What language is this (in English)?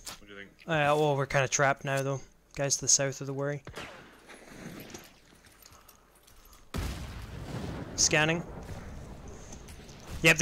English